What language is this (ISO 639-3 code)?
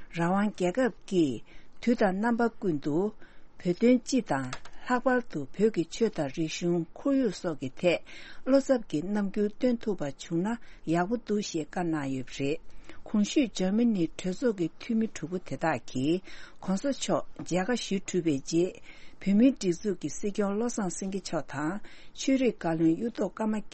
bod